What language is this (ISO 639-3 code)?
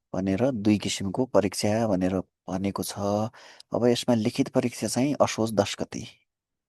nep